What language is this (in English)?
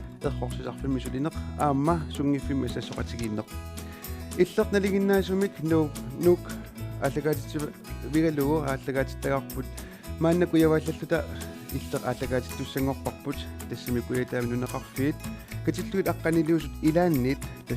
Kalaallisut